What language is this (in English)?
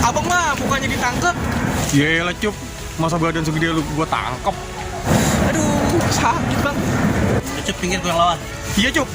Betawi